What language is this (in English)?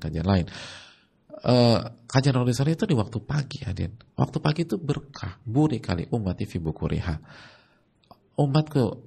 Indonesian